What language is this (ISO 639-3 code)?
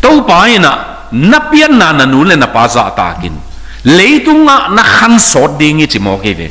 ctd